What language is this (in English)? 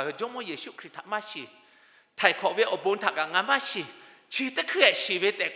Lahu